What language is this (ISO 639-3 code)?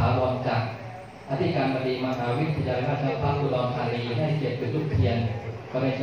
tha